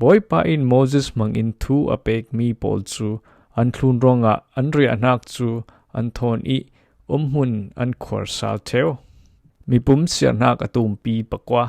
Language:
Falam Chin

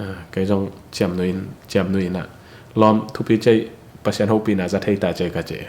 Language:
Tedim Chin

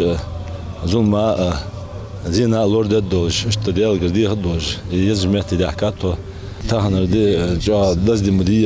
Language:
Ingush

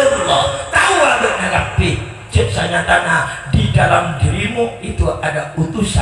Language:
Madurese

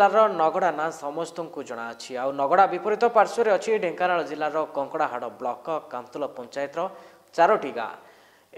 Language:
Odia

